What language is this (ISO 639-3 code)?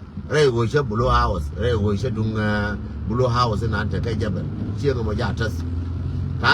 nus